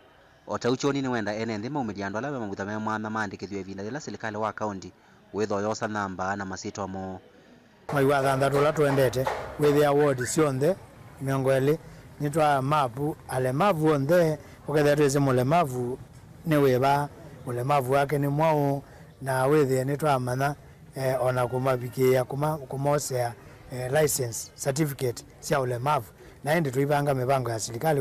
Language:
Kamba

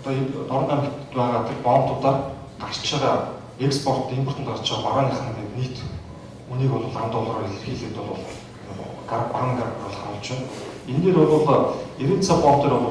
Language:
Mongolian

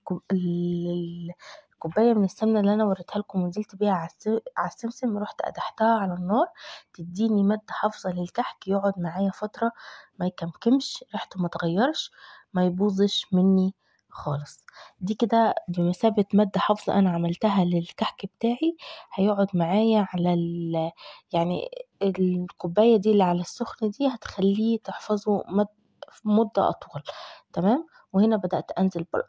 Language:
Egyptian Arabic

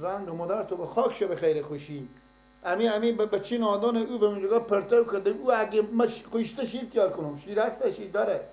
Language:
Persian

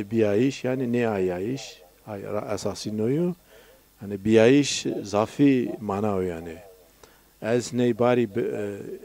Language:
Zaza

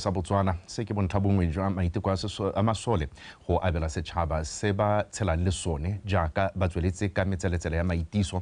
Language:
Tswana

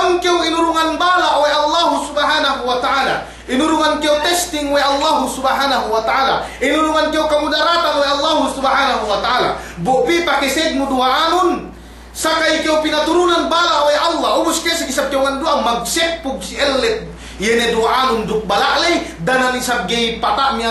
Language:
Yakan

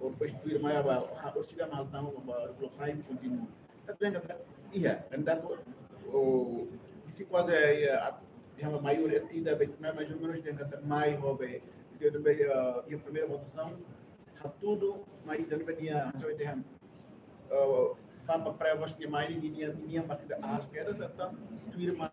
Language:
Tetum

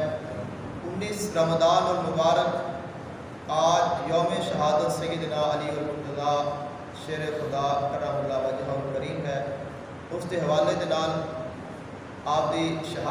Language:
Urdu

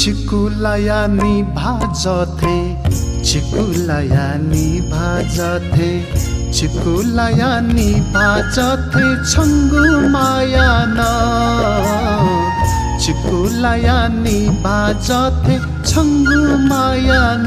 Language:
Newari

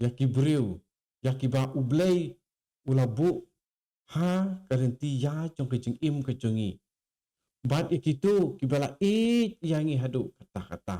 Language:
Khasi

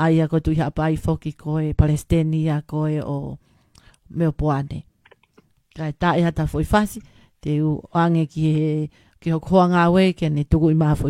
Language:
Tongan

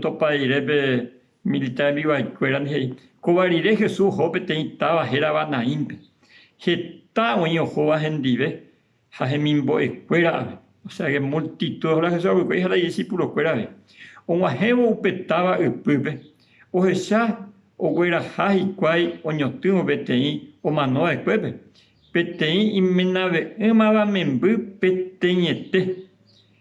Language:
Guarani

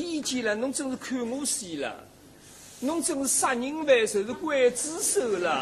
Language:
Wu Chinese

